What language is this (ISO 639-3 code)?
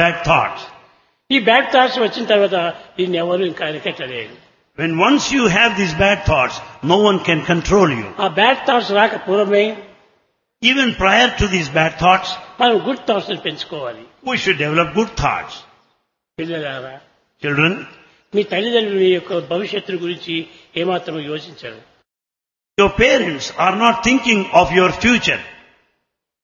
tel